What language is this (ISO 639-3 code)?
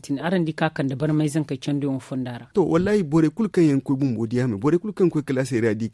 dje